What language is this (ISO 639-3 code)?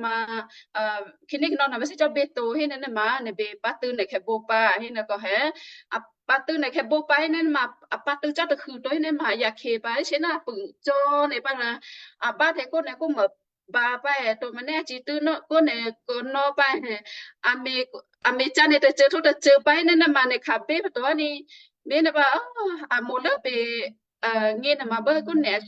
kyu